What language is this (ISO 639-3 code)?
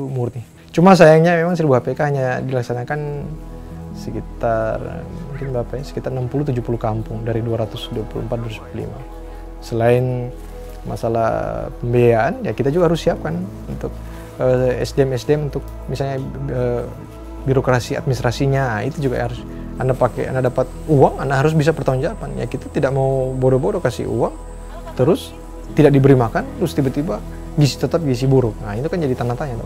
ind